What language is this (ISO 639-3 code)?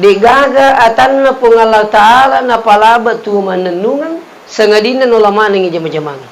bug